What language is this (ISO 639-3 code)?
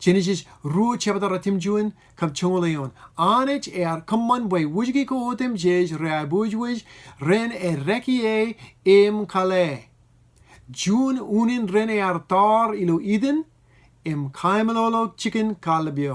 mah